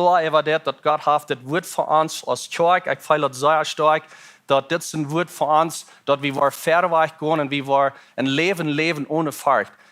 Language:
Plautdietsch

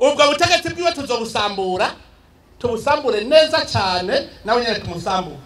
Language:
Rundi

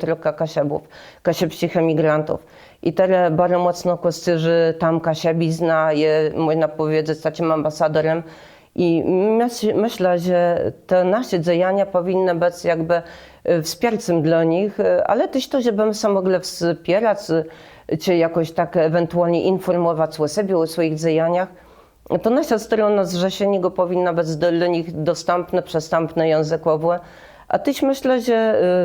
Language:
Kashubian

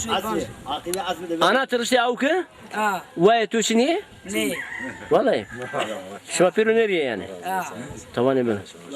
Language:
Zaza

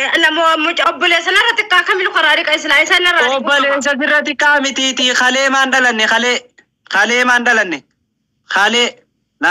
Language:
Oromo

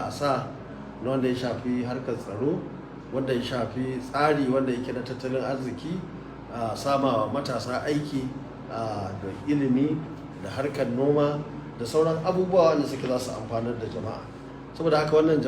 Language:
Hausa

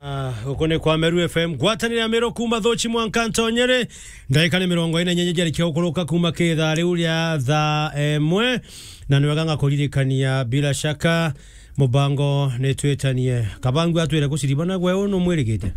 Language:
Meru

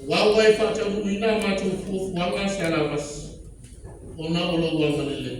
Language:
Samoan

